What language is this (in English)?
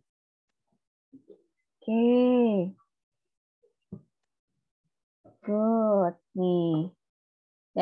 Indonesian